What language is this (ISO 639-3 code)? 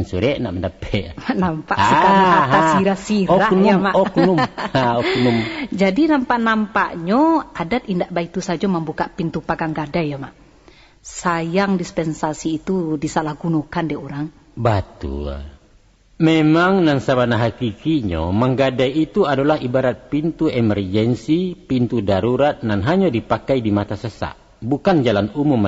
min